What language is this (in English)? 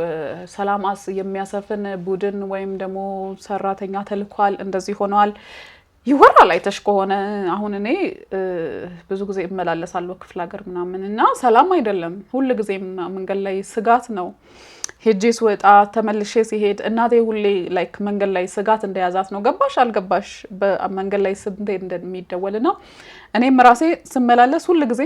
Amharic